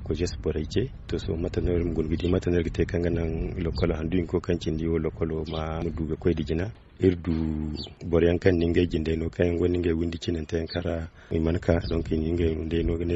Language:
Zarma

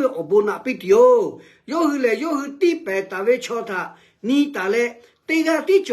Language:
Lahu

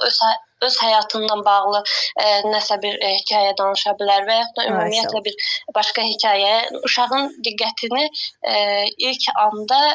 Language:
Azerbaijani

